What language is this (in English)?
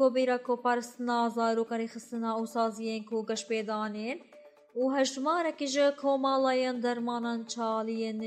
Kurdish